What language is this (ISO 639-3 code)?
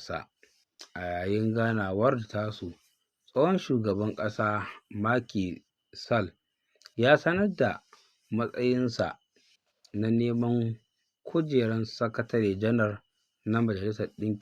hau